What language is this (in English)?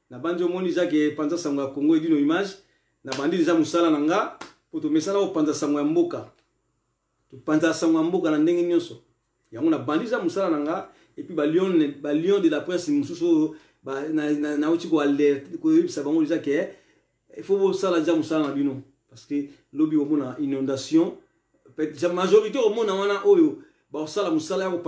Lingala